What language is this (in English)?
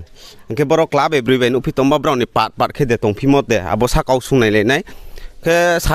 Riang (India)